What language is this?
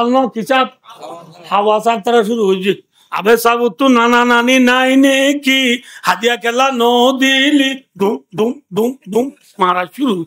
Rohingya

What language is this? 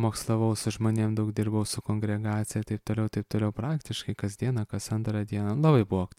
Lithuanian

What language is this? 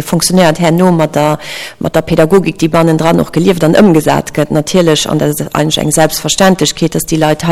Luxembourgish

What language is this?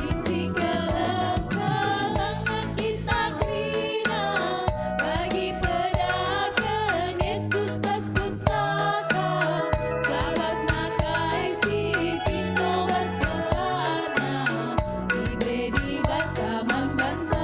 Batak Karo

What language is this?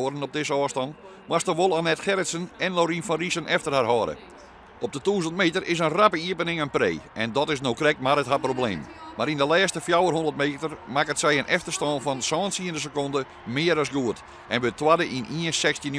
Western Frisian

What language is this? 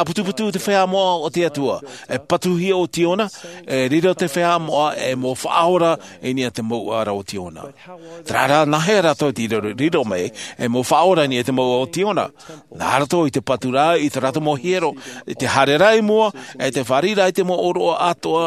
Tahitian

